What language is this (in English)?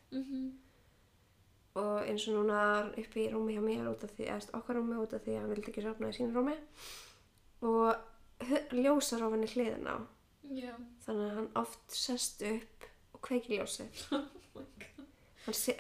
Icelandic